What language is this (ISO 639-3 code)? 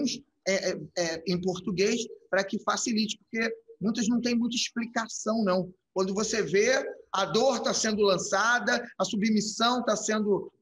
por